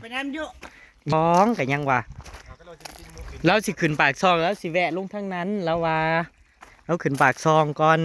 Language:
Northeastern Thai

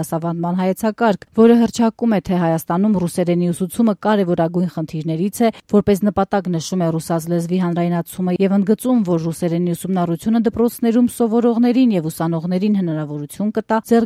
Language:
Armenian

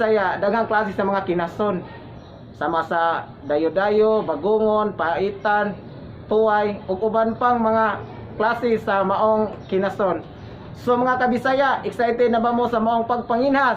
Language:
Cebuano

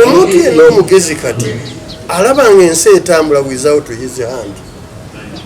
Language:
Ganda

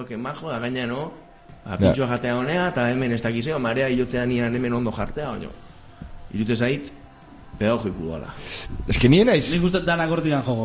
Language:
Basque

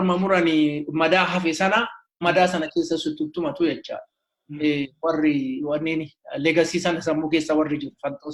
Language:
Oromo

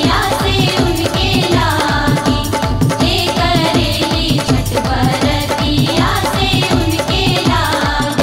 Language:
Bhojpuri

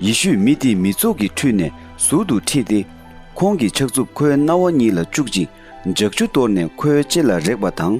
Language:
Tibetan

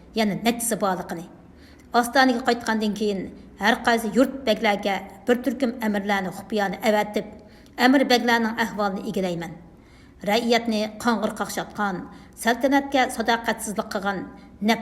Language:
Uyghur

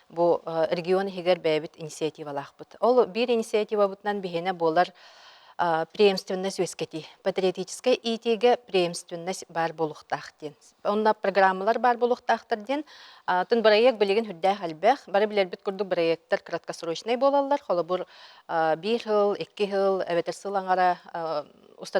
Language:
Yakut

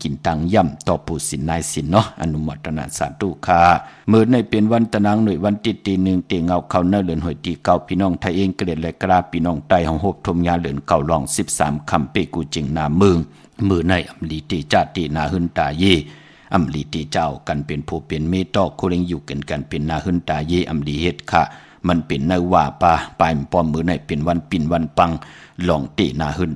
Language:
Shan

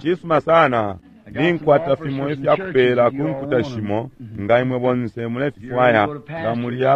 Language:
Bemba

